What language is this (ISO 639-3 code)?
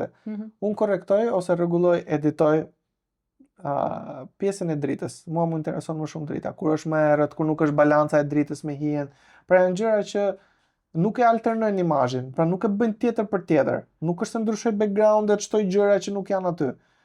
sqi